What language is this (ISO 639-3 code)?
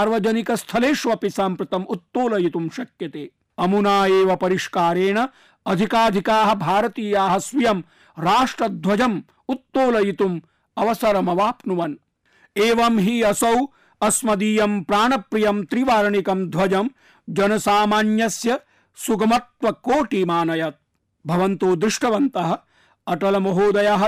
san